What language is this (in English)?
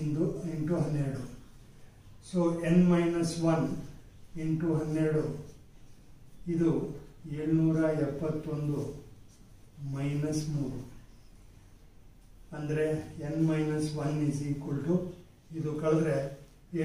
Kannada